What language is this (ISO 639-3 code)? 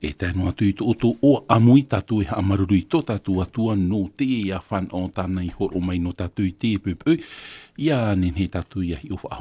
tah